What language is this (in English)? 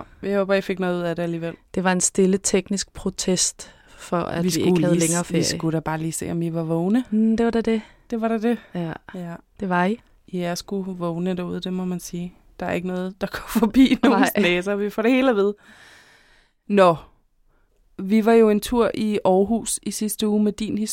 Danish